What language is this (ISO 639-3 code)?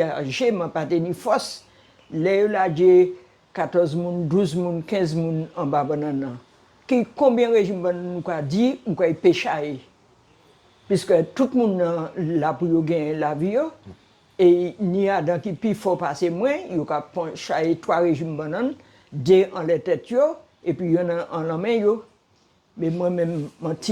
gcf